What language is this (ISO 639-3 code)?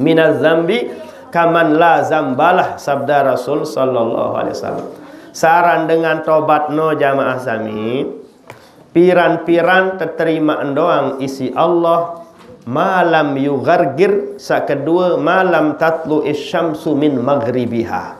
sas